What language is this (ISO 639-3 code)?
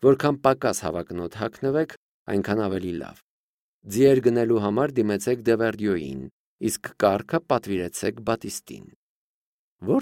hye